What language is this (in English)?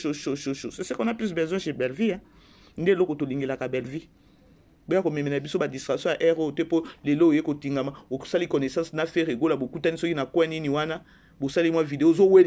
Lingala